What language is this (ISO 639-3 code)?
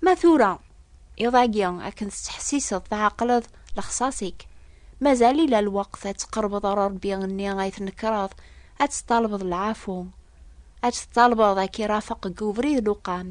kab